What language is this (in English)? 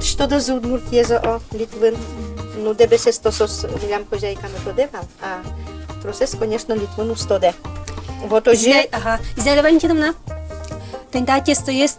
Udmurt